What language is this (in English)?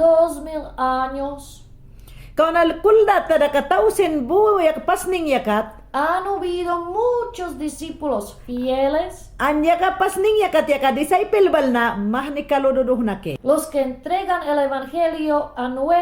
Mayangna